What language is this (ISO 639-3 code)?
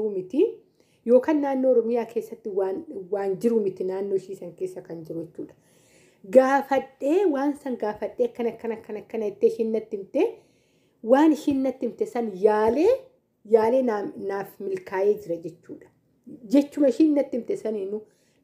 orm